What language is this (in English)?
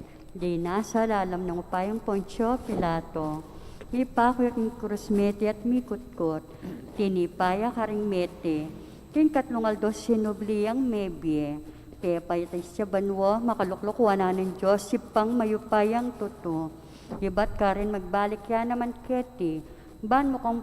Pampanga